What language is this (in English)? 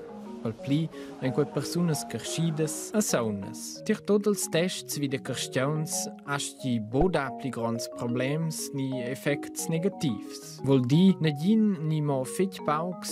Romansh